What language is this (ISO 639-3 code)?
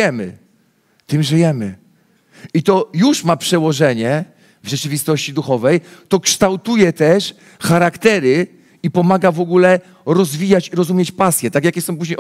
pol